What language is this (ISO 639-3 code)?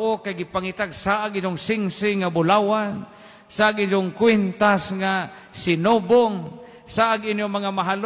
ceb